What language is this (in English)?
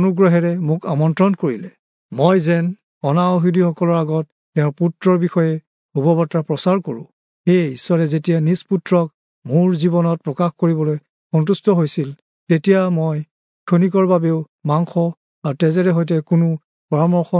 Assamese